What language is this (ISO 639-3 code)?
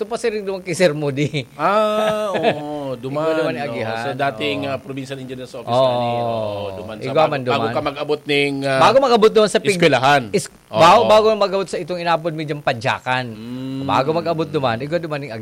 bik